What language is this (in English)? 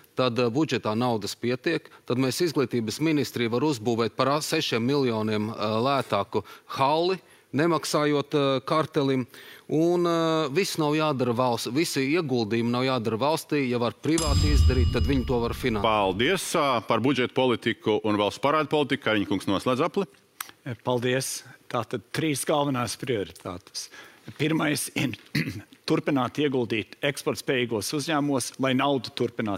Latvian